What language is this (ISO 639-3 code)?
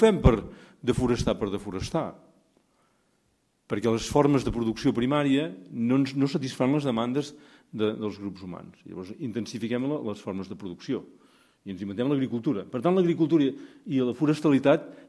cat